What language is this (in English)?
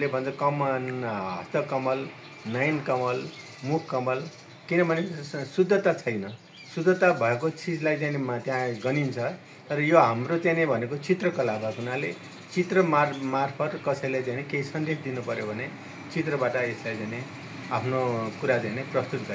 Nepali